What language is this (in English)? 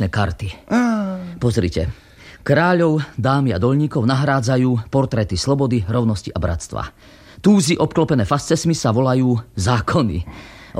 Slovak